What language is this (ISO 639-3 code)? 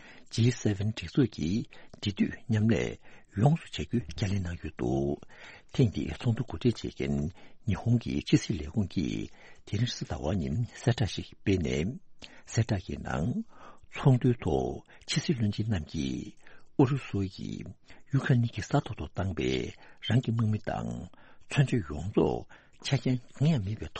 bod